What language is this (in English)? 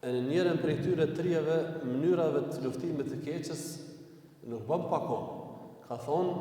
Albanian